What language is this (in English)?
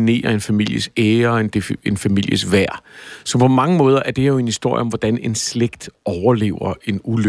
Danish